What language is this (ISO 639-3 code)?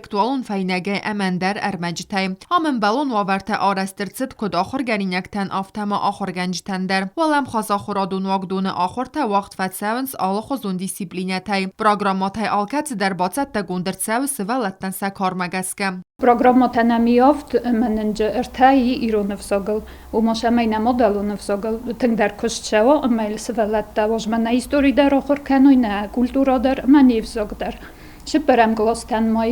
oss